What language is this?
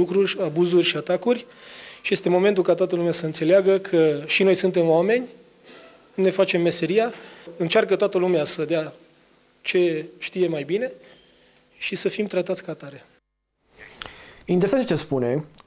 Romanian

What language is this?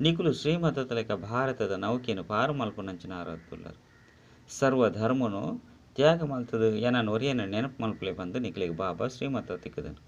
Tulu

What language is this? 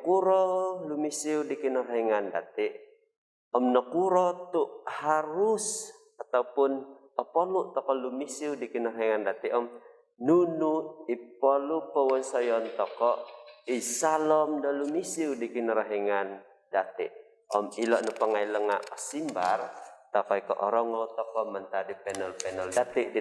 Central Dusun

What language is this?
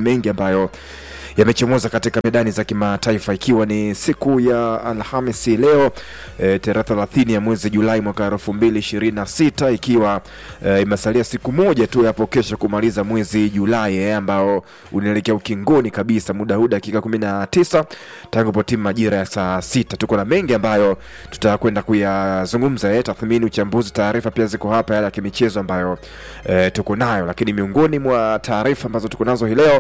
Swahili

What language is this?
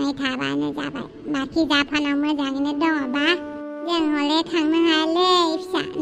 Bodo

